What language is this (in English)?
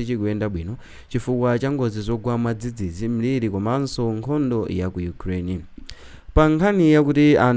Nyanja